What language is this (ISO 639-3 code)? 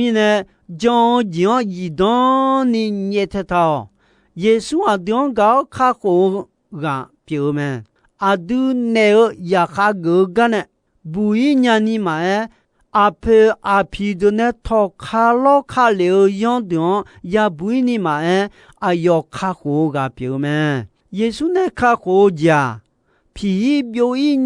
ahk